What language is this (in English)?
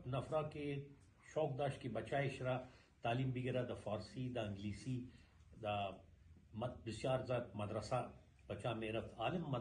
Persian